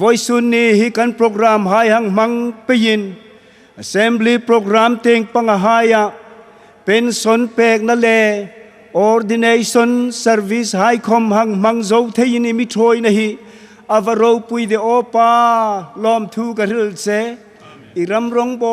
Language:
Hmar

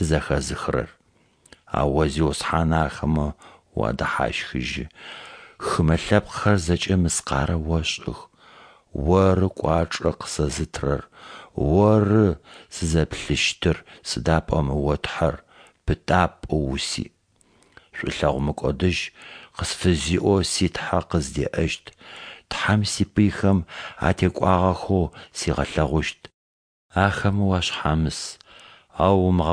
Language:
Adyghe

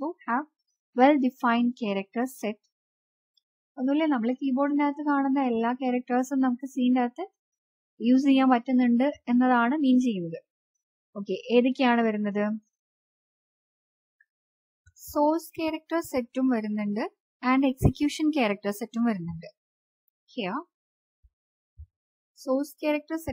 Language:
Malayalam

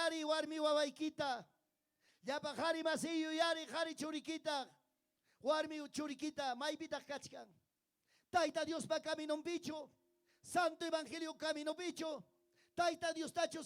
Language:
Ayacucho Quechua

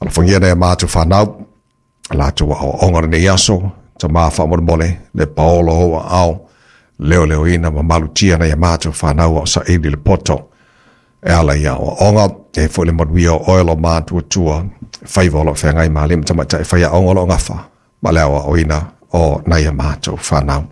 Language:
Samoan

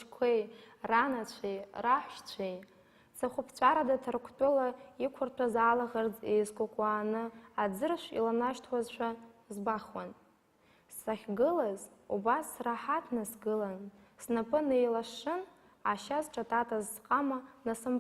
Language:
Abkhazian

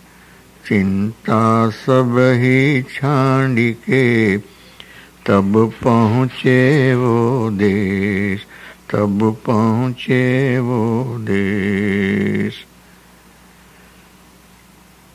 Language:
Gujarati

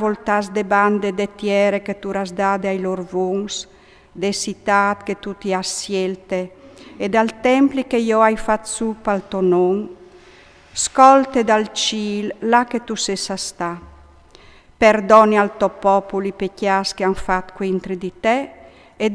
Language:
Friulian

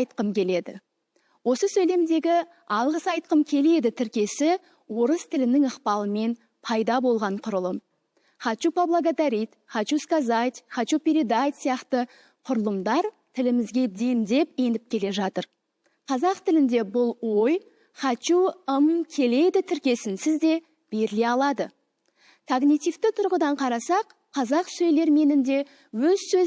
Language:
Kazakh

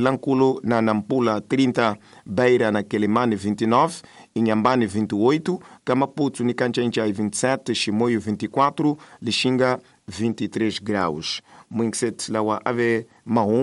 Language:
Tsonga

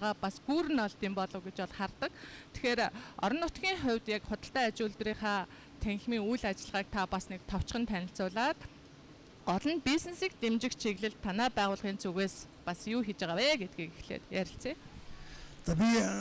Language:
Mongolian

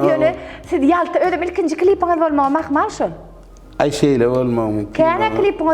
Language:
Turkmen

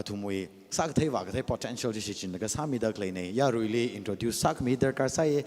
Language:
Tangkhul Naga (India)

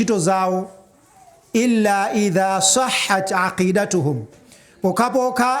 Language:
Nyanja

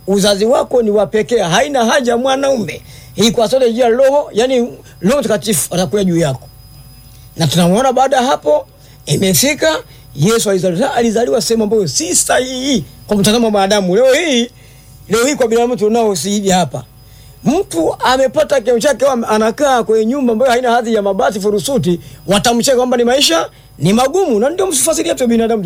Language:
Swahili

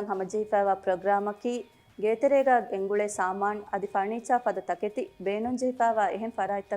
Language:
Divehi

